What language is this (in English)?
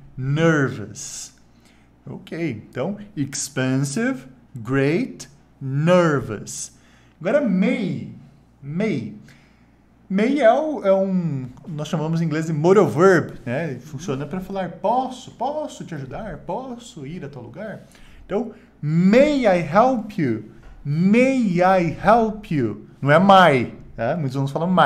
Portuguese